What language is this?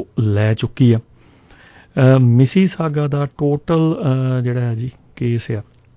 Punjabi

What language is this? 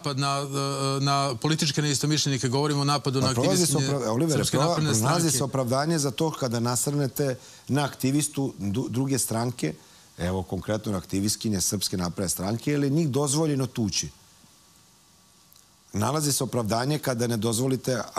Serbian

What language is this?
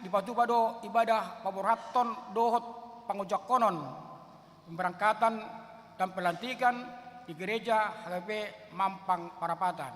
Batak Toba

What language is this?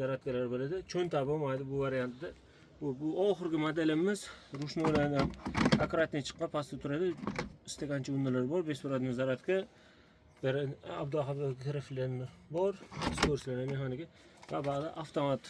Uzbek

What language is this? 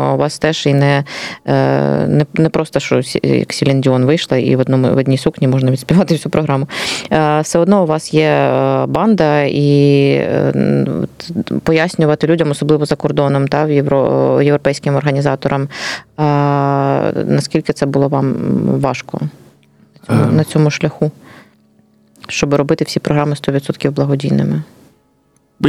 Ukrainian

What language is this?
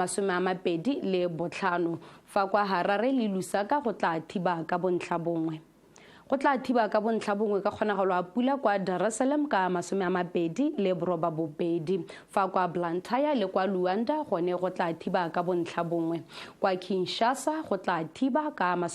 Tswana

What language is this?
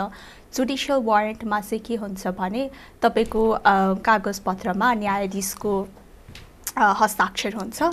Nepali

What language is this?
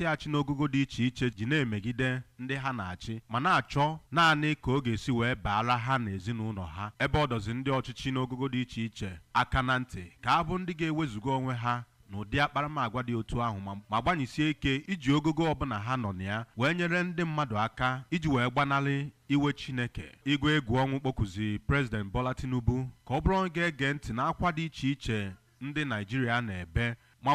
Igbo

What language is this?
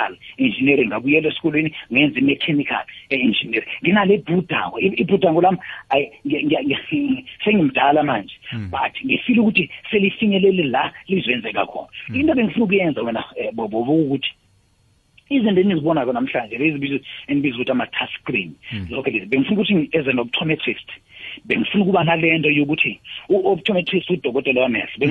South Ndebele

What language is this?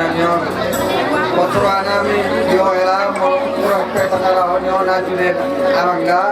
Batak Toba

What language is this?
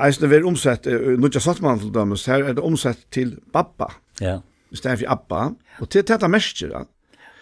Faroese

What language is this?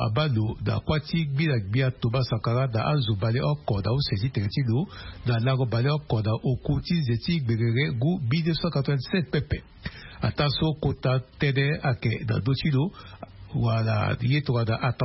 Sango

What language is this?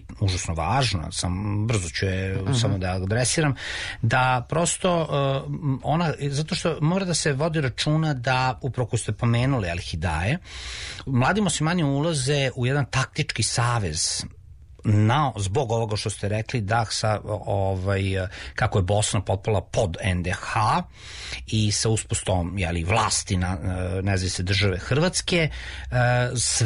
Serbian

